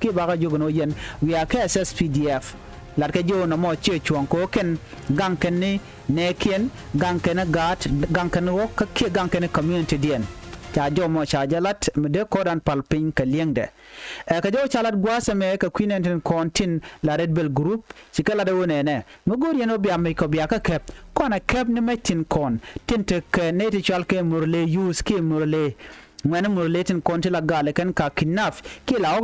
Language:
Nuer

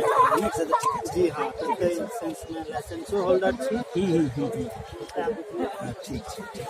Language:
Maithili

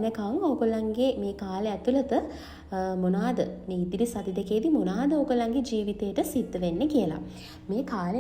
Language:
Sinhala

